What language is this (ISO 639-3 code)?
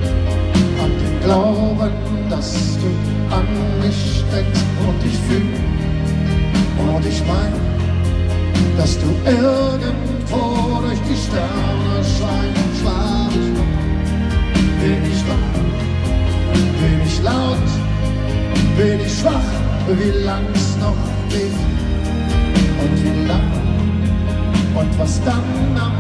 deu